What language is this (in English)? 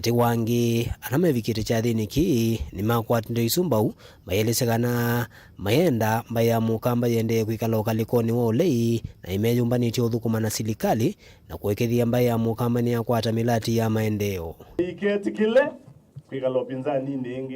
Kamba